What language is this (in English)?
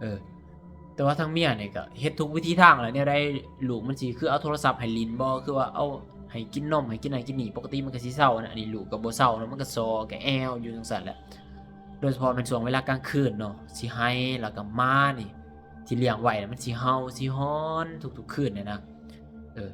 Lao